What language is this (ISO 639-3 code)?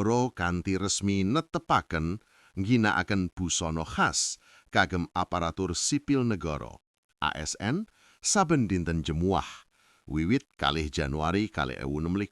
jav